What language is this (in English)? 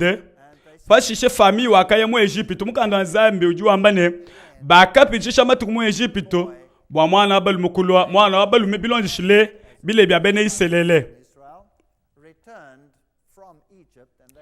Luba-Lulua